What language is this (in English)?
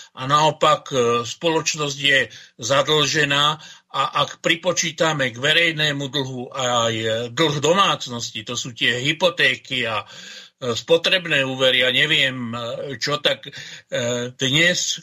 Slovak